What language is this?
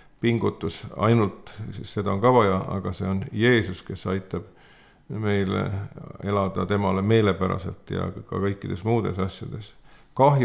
Estonian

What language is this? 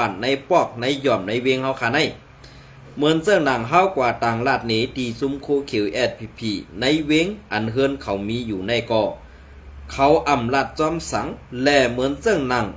Shan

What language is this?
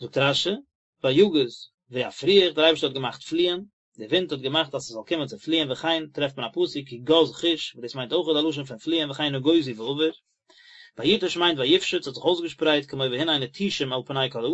Yiddish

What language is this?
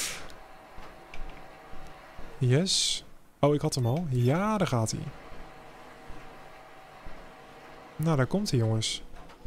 Dutch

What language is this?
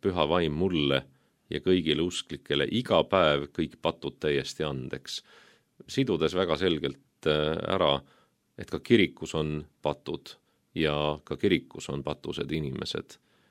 Estonian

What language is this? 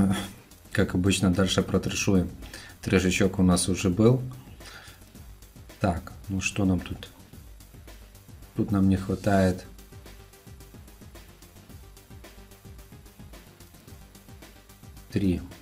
Russian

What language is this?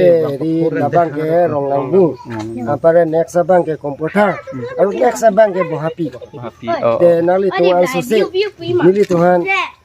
Karbi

